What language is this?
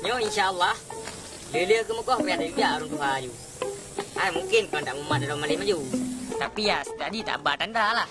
Achinese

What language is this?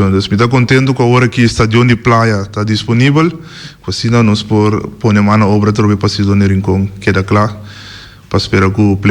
Papiamento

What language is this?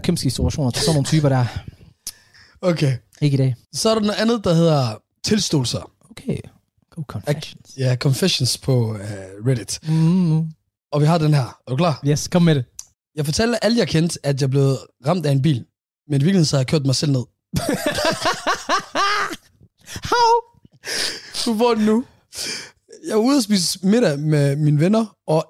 Danish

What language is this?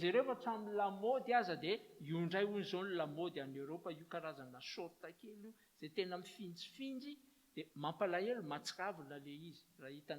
Malagasy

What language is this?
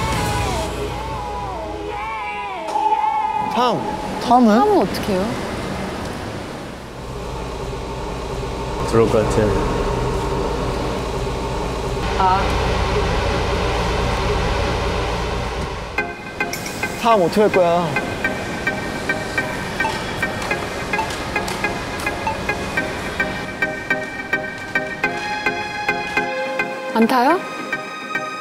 Korean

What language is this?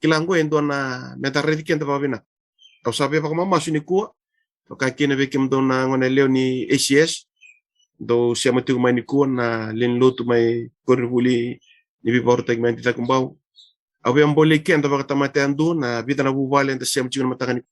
Fijian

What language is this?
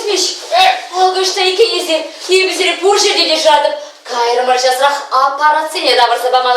Chuvash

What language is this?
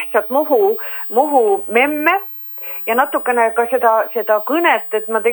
Estonian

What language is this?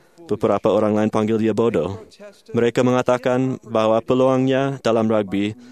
Malay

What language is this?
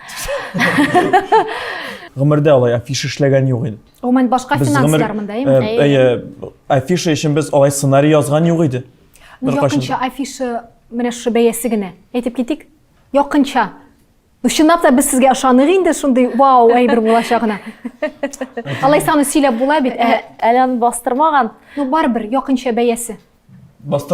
Tatar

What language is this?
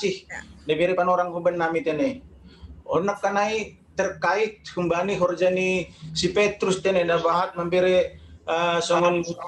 Batak Simalungun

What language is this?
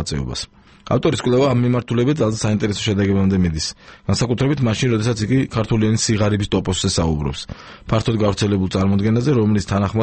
Georgian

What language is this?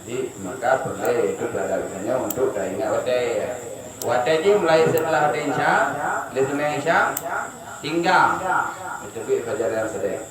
Achinese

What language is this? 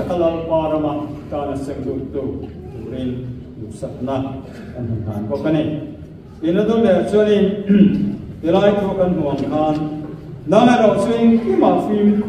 Mizo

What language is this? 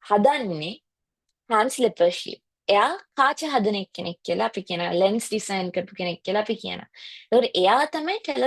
Sinhala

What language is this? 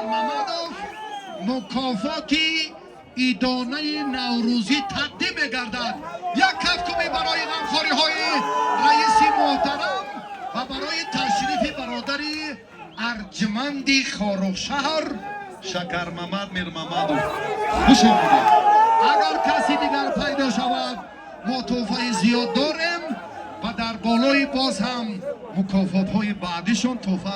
Tajik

